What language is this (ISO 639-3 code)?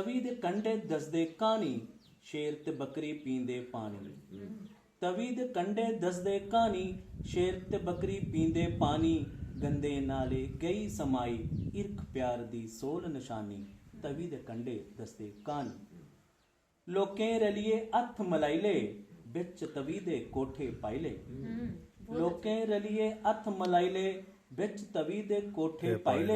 doi